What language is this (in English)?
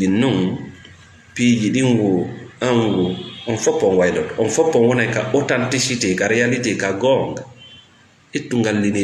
Fula